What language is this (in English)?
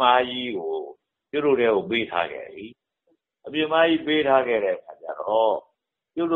Burmese